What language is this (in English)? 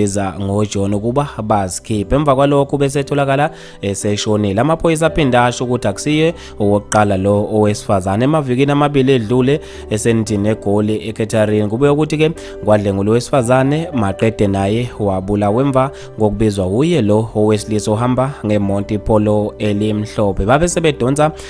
Zulu